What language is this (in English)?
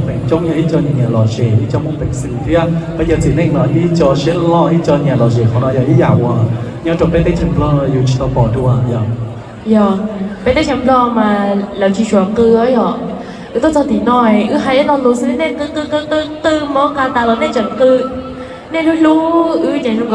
Hmong